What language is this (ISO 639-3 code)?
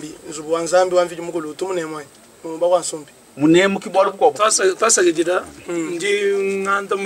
lua